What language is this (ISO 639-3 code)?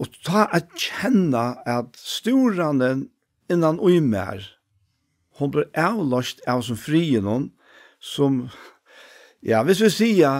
fao